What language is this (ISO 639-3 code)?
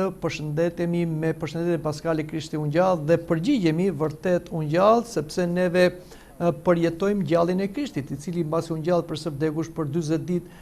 sqi